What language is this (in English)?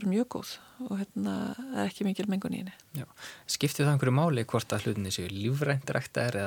Icelandic